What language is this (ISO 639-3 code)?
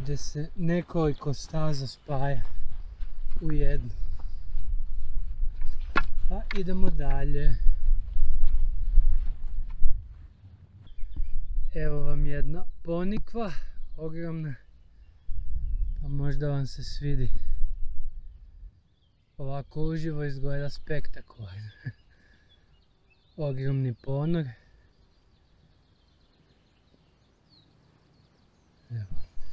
hrv